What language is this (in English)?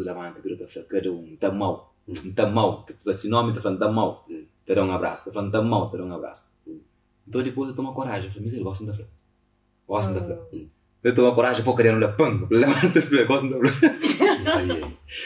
Kabuverdianu